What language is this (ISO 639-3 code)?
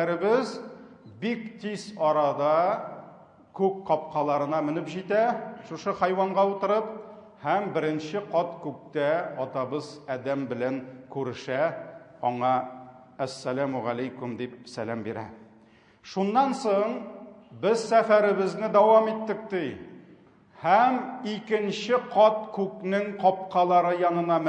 tat